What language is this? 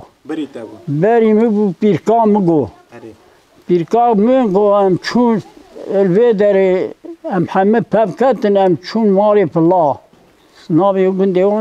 Kurdish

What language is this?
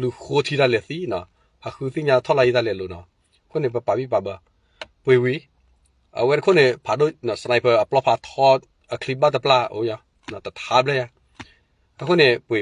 S'gaw Karen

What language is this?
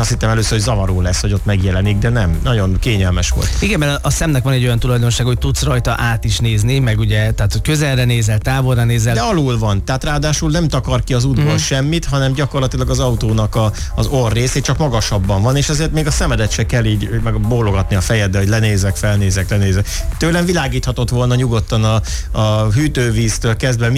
Hungarian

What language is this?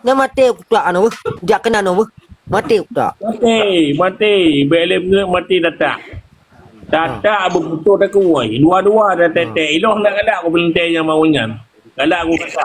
Achinese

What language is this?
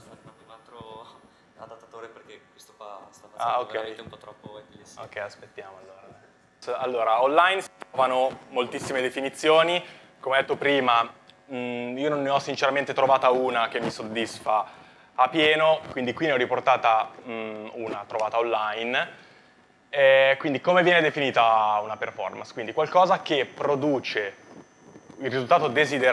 Italian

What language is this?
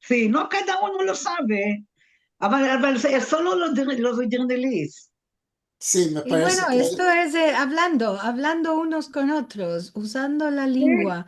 Ladino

